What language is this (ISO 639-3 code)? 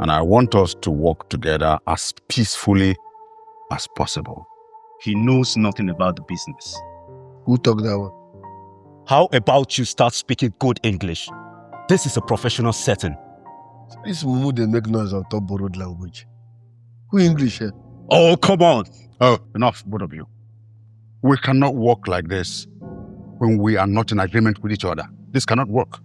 pcm